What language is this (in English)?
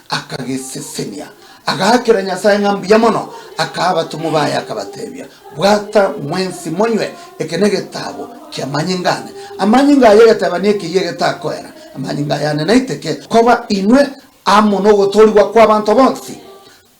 Gusii